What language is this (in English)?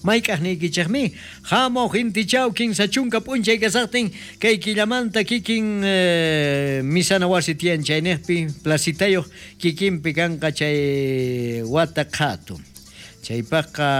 South Bolivian Quechua